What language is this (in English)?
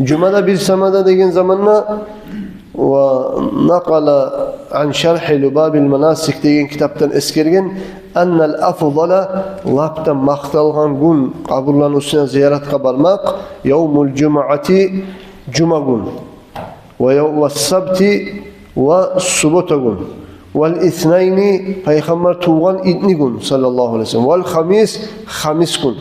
Kumyk